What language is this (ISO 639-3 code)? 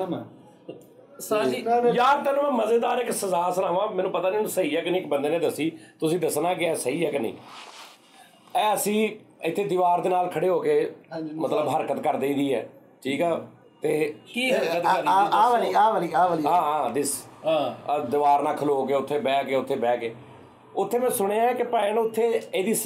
pan